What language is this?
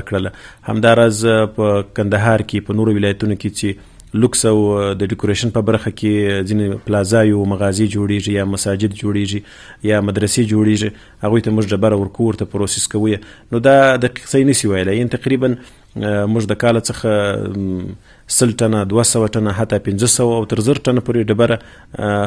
Pashto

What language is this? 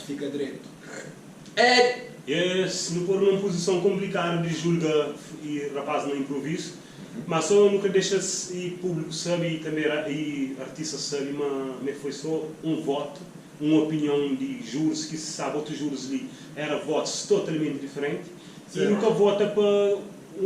Kabuverdianu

